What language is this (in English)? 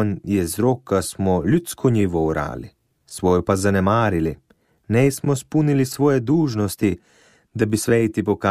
Slovenian